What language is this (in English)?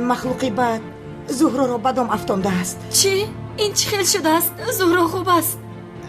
Tajik